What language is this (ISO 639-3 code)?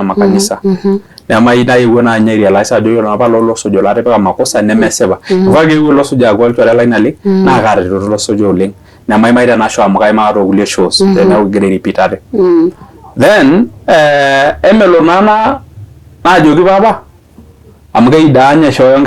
mas